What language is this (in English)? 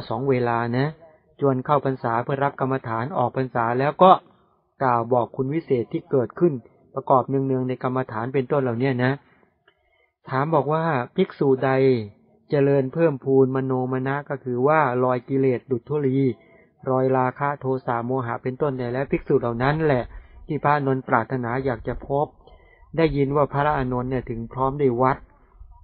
Thai